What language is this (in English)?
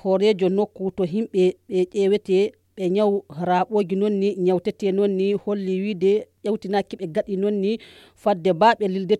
Fula